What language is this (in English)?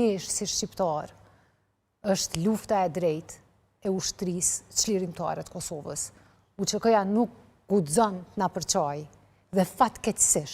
Albanian